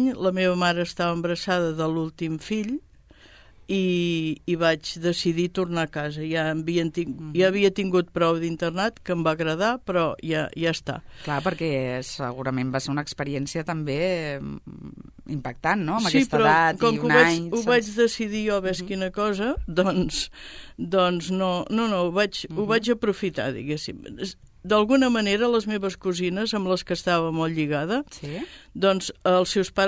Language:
Catalan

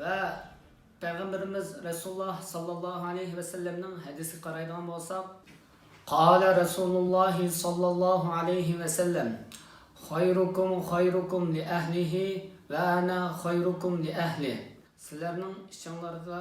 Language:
Uyghur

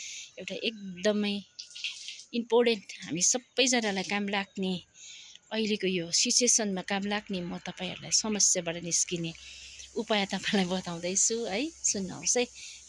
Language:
Nepali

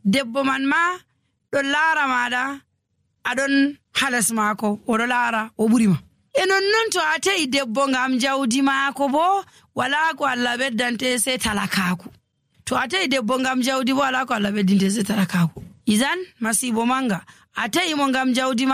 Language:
Nigerian Fulfulde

